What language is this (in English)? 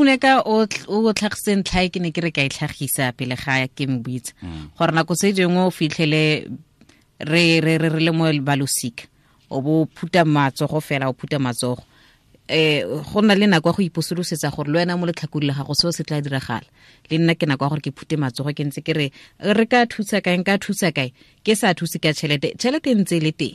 Tswana